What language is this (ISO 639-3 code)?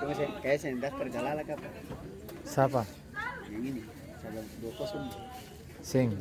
abs